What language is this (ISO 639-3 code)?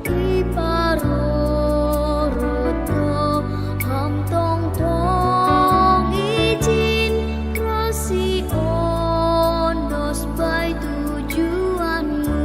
bts